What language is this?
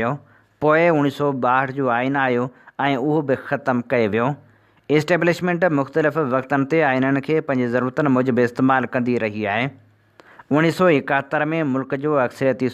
Sindhi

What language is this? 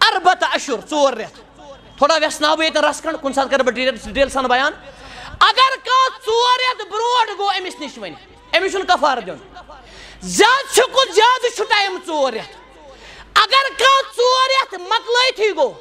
Kashmiri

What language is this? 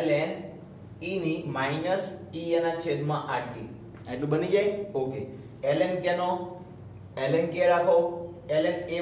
Gujarati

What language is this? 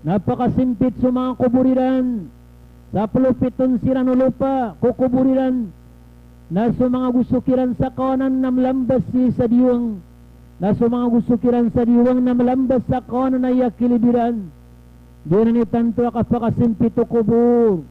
Maranao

